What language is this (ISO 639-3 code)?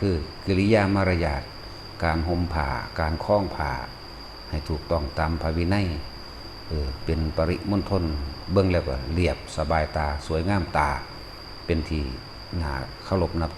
tts